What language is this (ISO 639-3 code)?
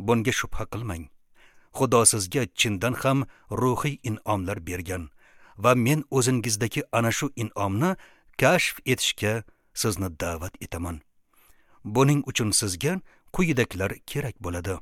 uzb